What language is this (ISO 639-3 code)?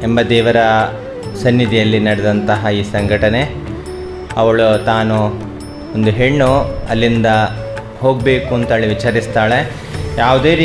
kan